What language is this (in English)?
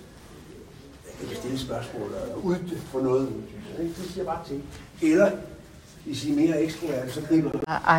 Danish